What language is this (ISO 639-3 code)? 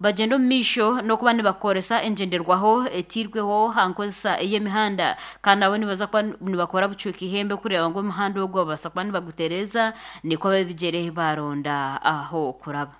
nyn